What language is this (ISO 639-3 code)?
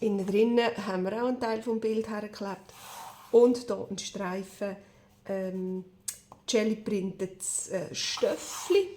gsw